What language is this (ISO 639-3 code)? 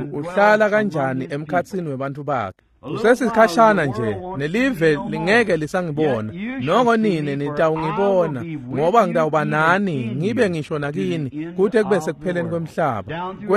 ssw